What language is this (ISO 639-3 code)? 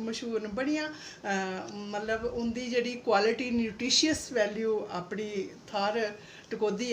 doi